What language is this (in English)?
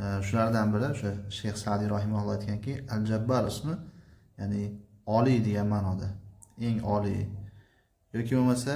Uzbek